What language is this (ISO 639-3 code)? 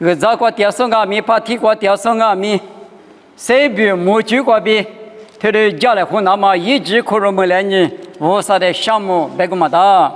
lis